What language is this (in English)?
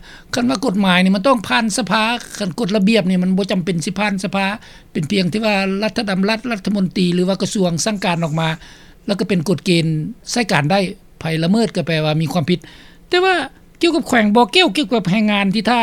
Lao